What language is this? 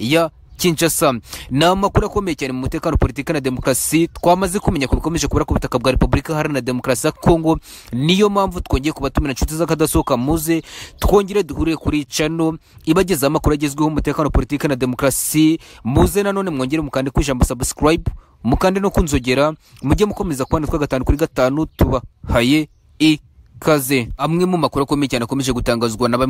Kinyarwanda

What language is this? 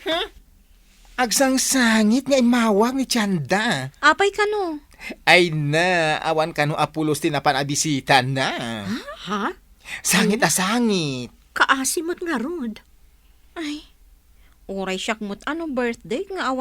Iloko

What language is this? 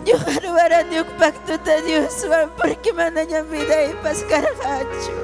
Ayacucho Quechua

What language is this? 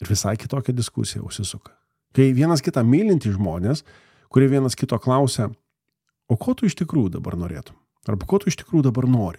Lithuanian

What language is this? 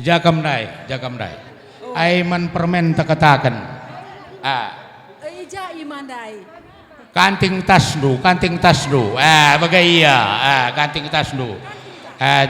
Batak Karo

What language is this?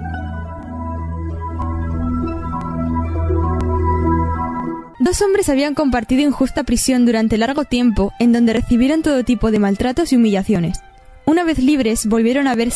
Spanish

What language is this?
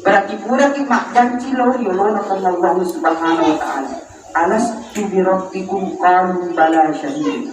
Buginese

